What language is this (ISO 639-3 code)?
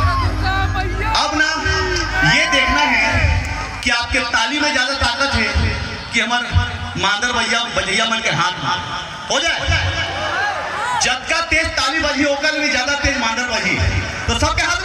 hne